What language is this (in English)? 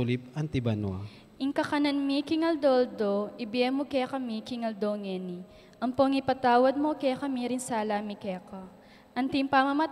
Pampanga